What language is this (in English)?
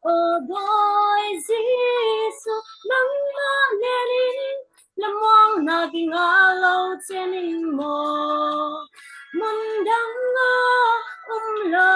Falam Chin